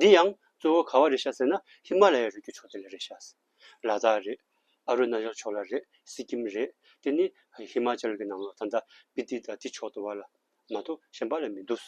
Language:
Tibetan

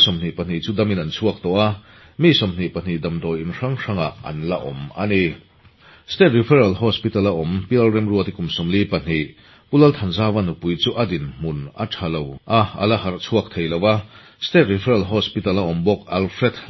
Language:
Mizo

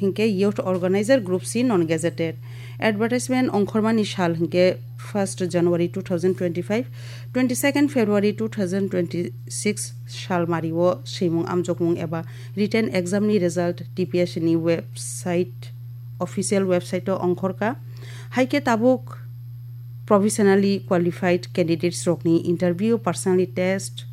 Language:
Kok Borok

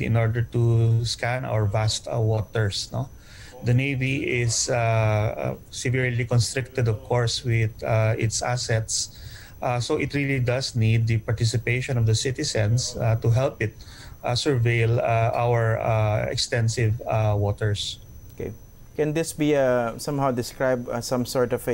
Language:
English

